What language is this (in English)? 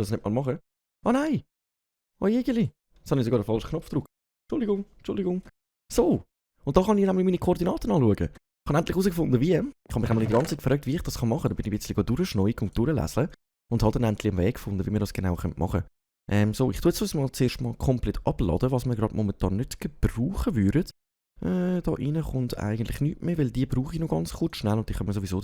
Swiss German